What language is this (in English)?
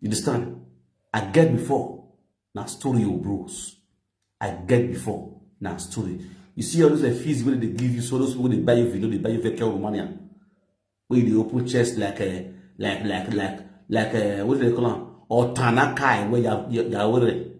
Nigerian Pidgin